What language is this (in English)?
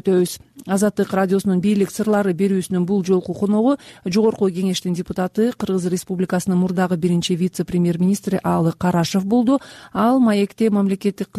Kyrgyz